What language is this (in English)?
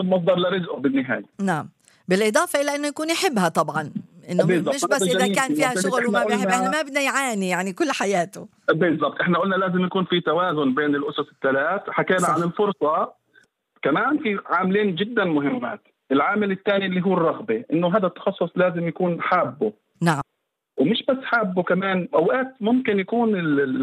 North Levantine Arabic